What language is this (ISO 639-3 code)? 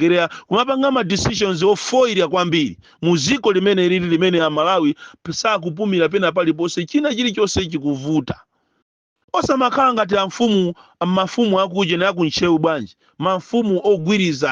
nya